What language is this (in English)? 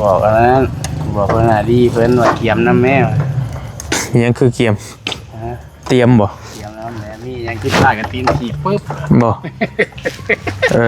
Lao